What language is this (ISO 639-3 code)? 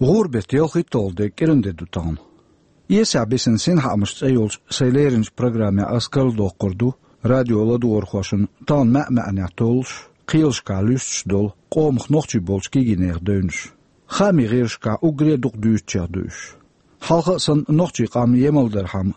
che